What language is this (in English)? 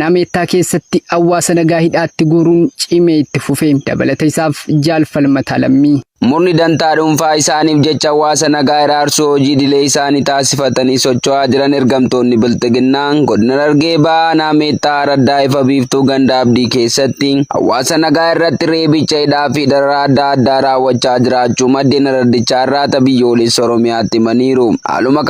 Oromo